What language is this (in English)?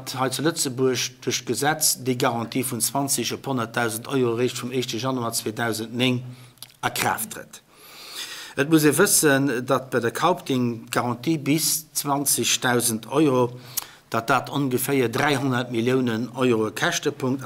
Luxembourgish